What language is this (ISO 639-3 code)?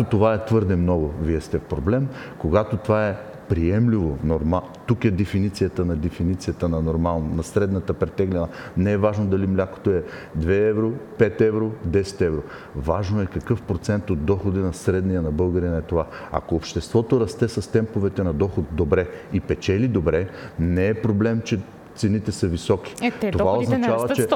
bul